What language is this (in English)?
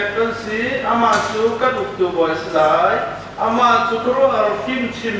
Hakha Chin